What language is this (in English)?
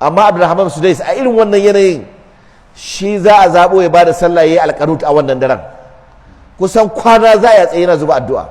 Hausa